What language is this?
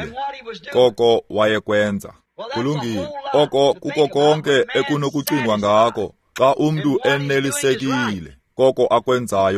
Xhosa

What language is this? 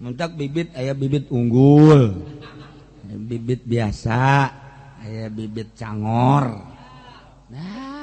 Sundanese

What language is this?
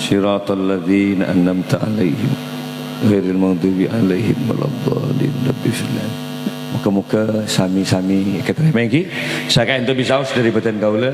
Madurese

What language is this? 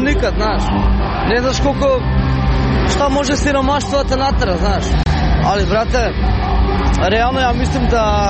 Serbian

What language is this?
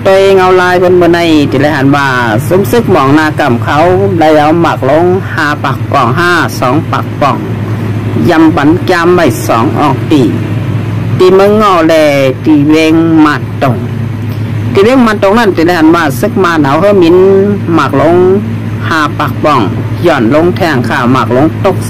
Shan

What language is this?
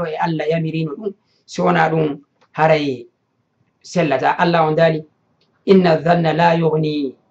Fula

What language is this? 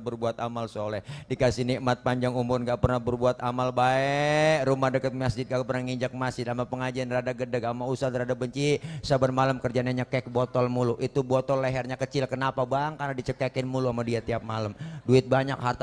Betawi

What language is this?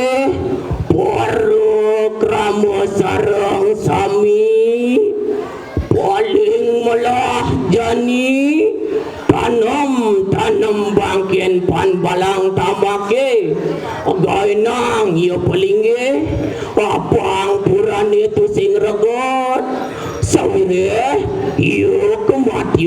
Balinese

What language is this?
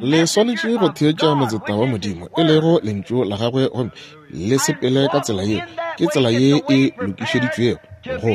Northern Sotho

